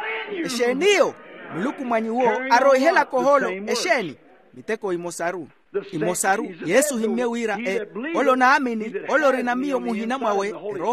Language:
Makhuwa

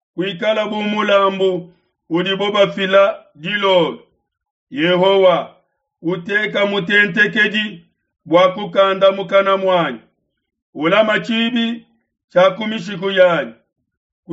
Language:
Luba-Lulua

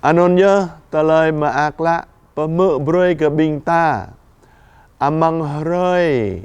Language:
Jarai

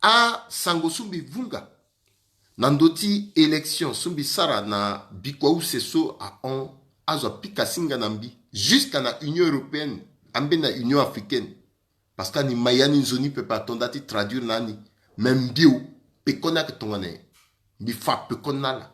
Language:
Sango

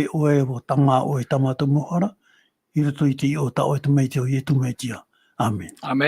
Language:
Tahitian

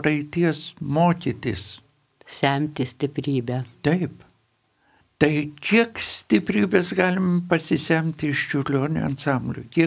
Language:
Lithuanian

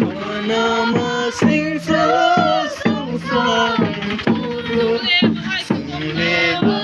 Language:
Kok Borok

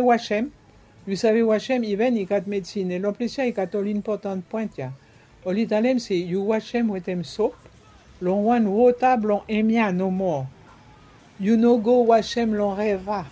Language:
Bislama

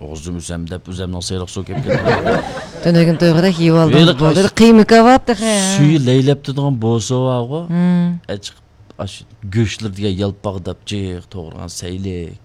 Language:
Uyghur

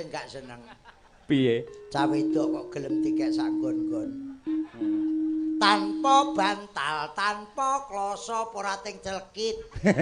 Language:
Javanese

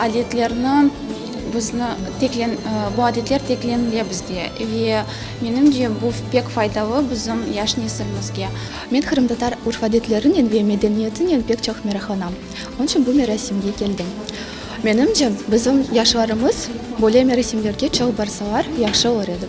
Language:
Crimean Tatar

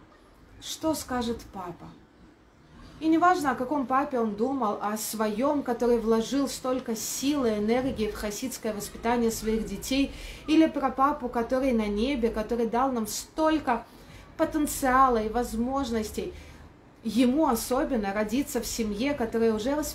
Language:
Russian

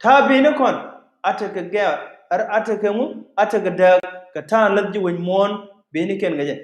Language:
Nuer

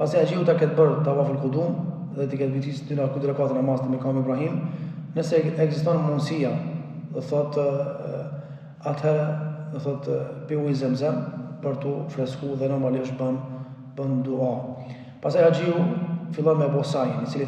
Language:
Albanian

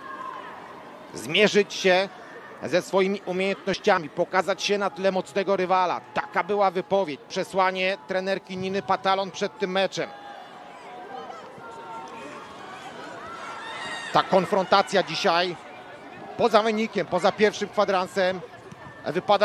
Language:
Polish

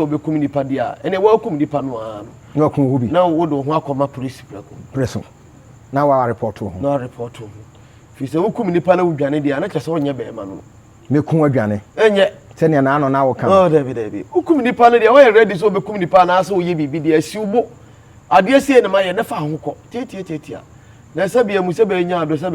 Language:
Akan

